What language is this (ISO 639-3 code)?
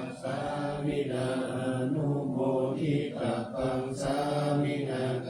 pli